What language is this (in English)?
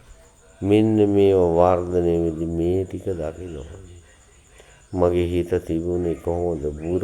Sinhala